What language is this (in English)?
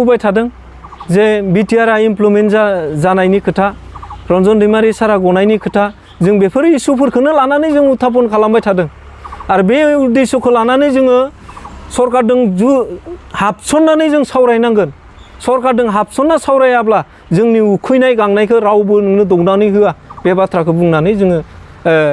Bodo